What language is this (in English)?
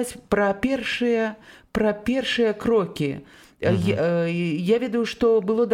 Belarusian